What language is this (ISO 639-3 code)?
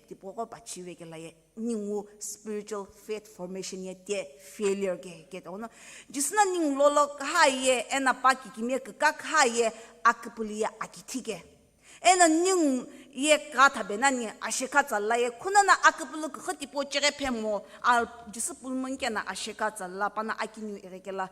nsm